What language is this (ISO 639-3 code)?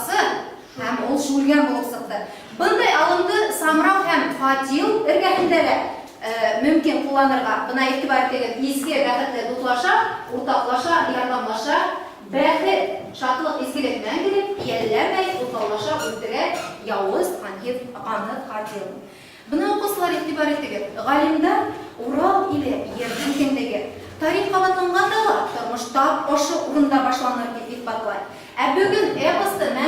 bak